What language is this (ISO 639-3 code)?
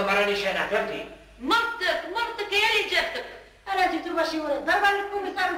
arq